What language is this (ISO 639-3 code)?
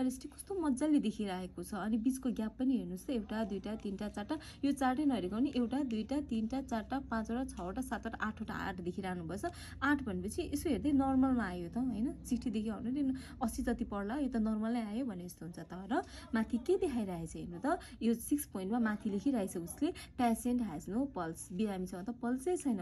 nep